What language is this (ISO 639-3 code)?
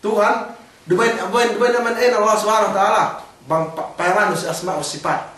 yka